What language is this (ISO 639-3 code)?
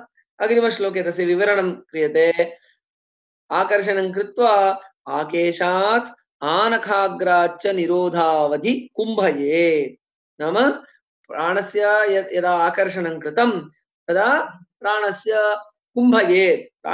san